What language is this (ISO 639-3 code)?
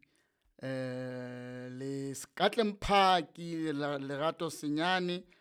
sot